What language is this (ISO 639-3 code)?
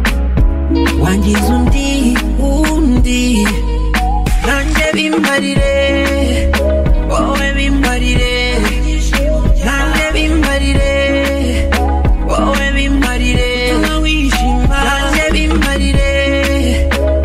kin